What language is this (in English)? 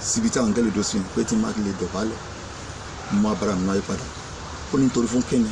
Yoruba